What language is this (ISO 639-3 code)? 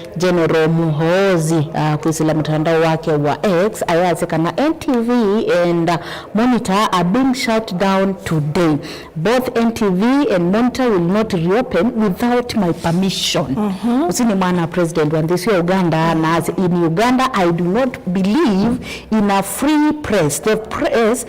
kam